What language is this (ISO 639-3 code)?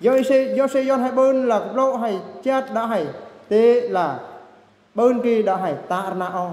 bru